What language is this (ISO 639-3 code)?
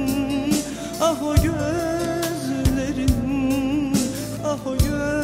tur